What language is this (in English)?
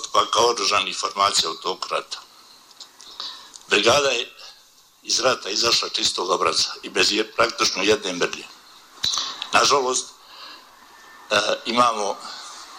Bosnian